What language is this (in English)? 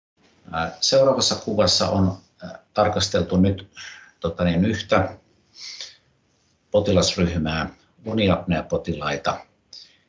Finnish